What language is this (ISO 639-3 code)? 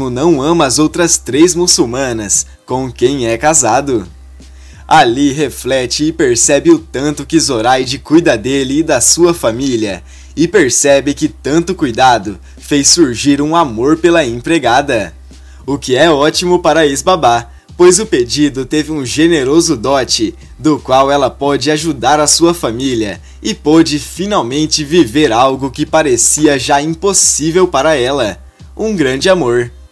por